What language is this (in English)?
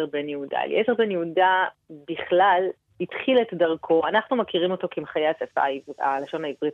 Hebrew